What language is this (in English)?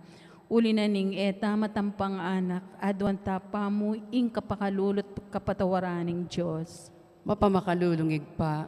Pampanga